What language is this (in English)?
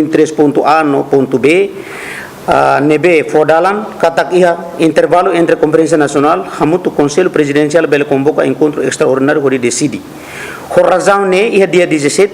Tetum